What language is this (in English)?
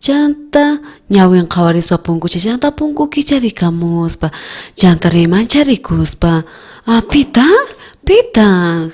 South Bolivian Quechua